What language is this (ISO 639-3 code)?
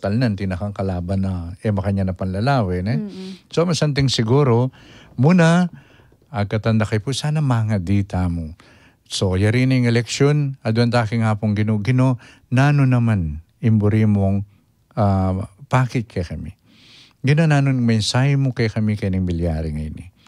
pam